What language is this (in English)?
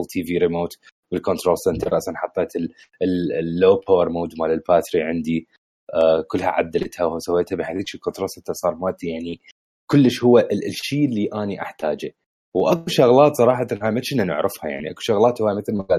Mesopotamian Arabic